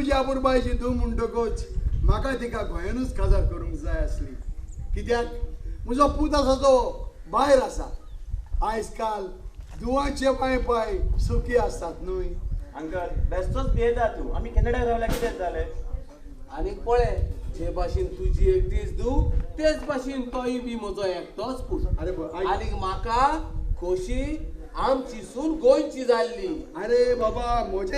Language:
Konkani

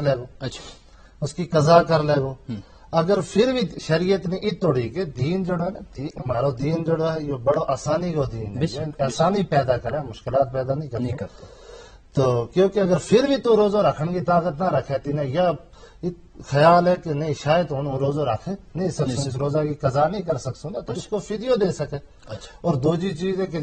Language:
Gujari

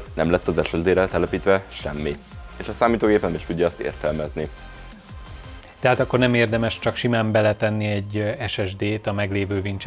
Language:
Hungarian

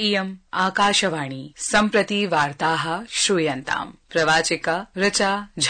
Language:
Sanskrit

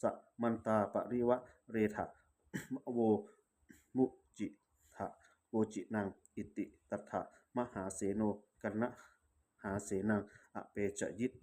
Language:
Pali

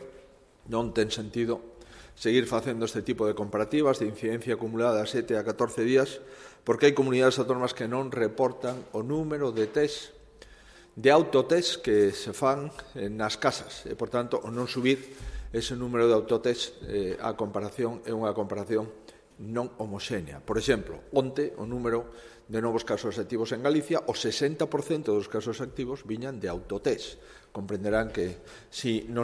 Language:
Galician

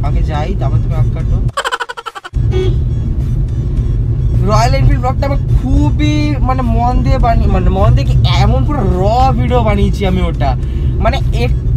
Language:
Bangla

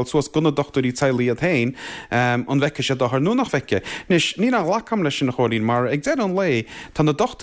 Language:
Irish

